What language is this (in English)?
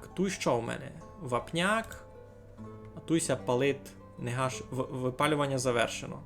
Rusyn